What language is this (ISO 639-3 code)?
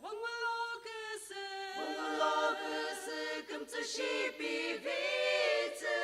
nsm